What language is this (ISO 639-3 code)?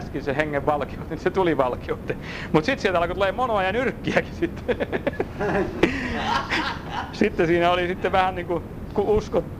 fin